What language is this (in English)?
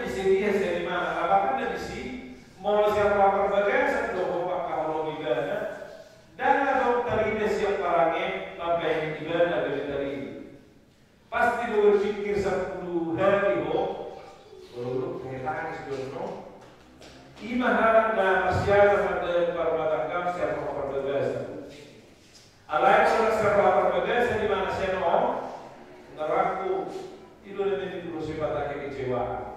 Batak Toba